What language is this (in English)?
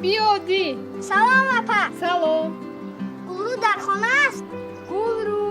Tajik